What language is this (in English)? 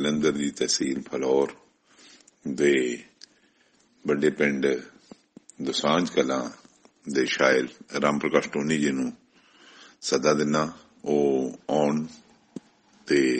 Punjabi